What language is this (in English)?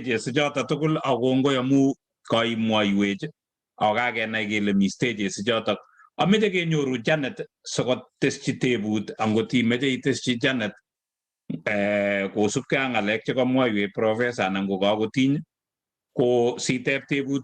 Kalenjin